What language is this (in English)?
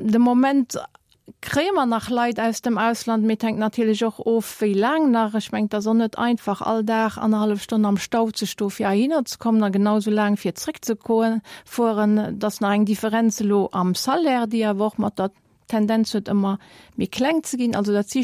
Luxembourgish